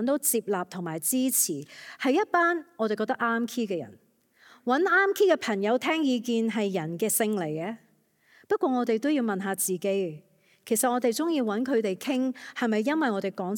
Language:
Cantonese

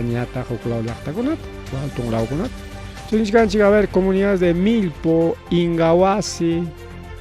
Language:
Ayacucho Quechua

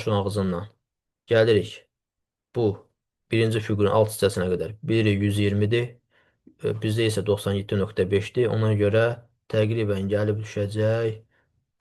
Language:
Azerbaijani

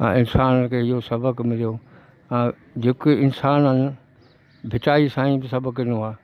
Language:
Sindhi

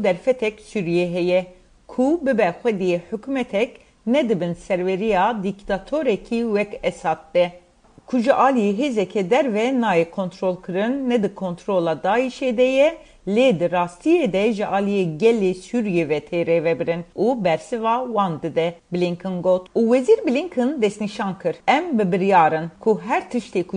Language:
Kurdish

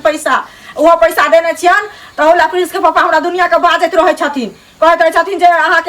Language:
Maithili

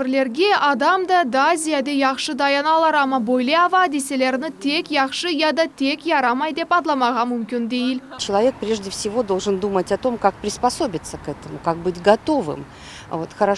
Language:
Crimean Tatar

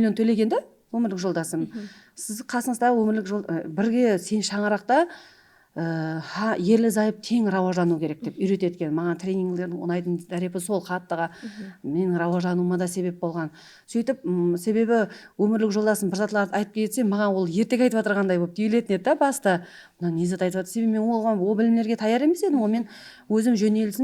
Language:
Kara-Kalpak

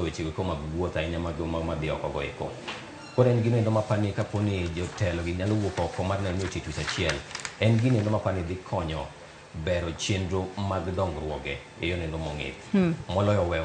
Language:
Luo (Kenya and Tanzania)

